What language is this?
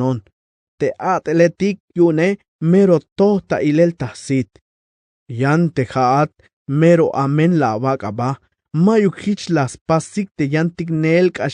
Tzeltal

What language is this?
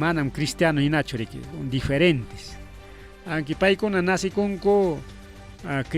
Ayacucho Quechua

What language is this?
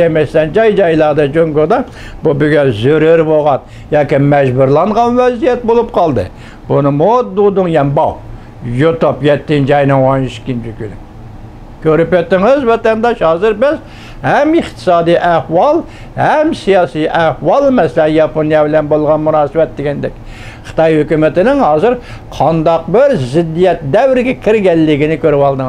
Uyghur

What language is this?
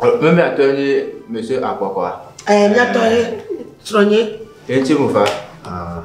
Ewe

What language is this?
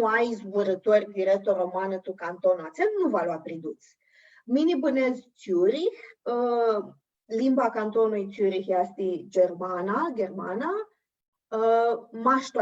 Aromanian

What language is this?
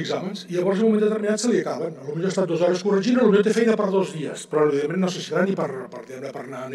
Catalan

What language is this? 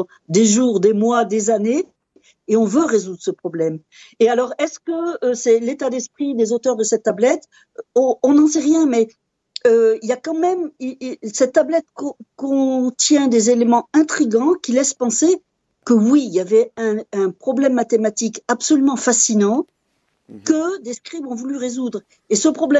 French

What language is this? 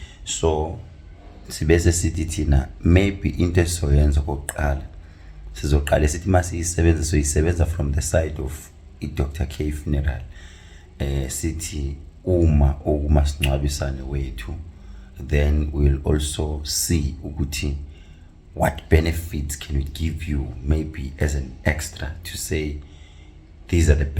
Zulu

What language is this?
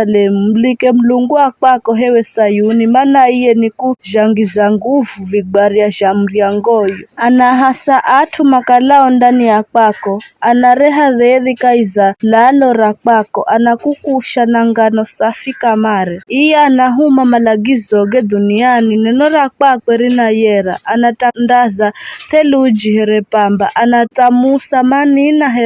Giryama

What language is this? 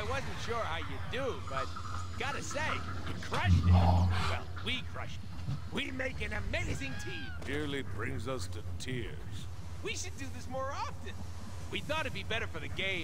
English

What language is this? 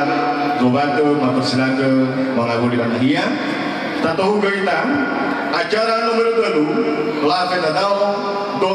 Nias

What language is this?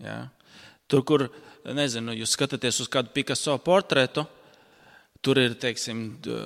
Latvian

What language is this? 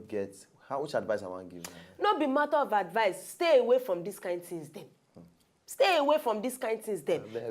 Nigerian Pidgin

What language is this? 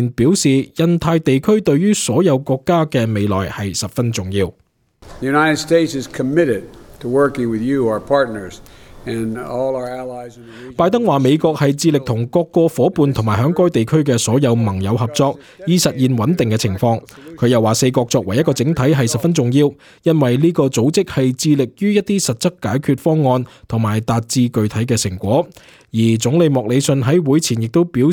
Cantonese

